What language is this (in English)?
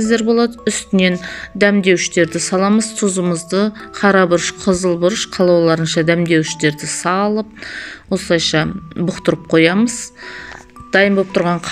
Kazakh